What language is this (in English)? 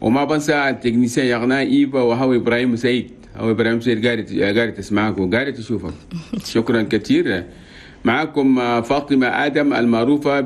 Chadian Arabic